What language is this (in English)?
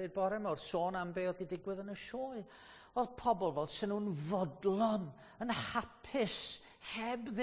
Welsh